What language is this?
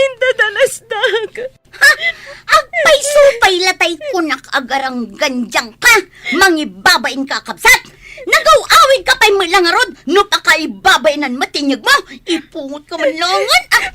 Iloko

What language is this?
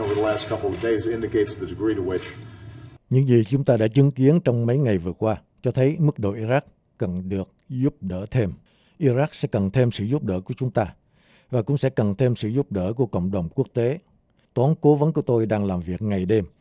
Vietnamese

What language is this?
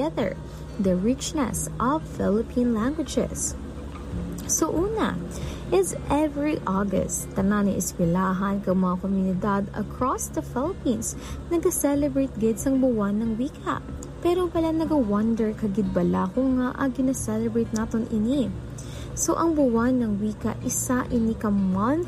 Hiligaynon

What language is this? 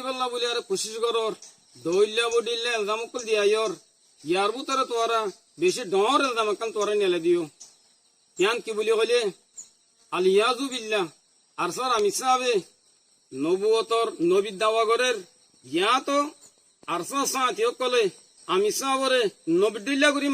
Rohingya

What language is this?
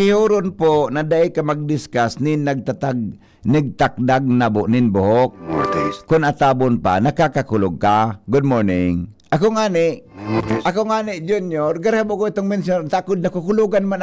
Bikol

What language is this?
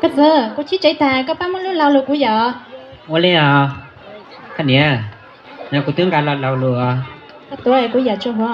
Hmong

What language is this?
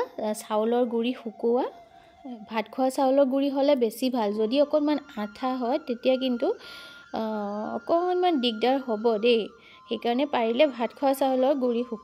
Assamese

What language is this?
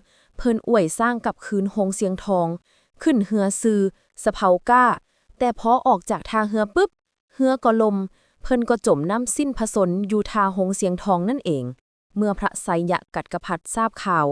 Lao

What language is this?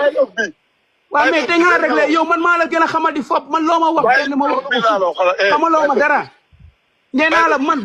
Wolof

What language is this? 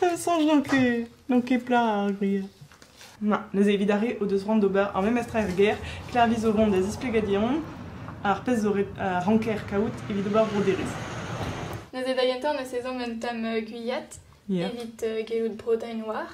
Breton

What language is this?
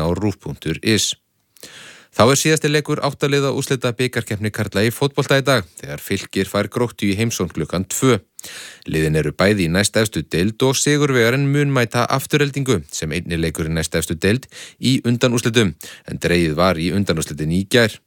Icelandic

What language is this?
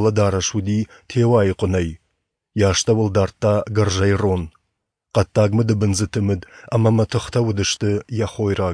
Ossetic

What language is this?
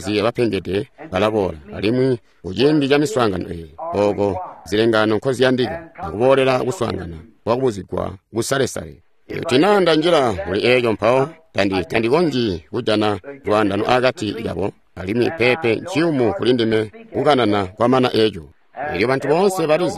Tonga (Zambia)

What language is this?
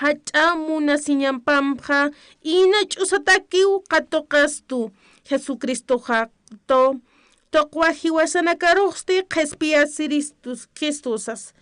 Aymara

